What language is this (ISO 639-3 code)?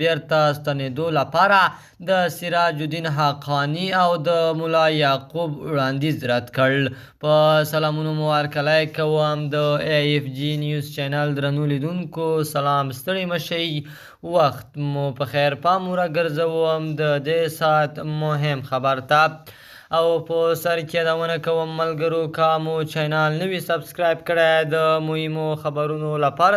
pus